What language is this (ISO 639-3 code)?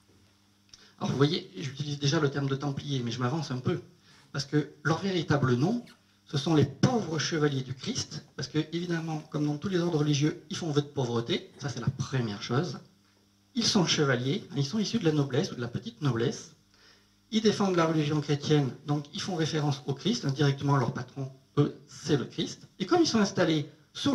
fra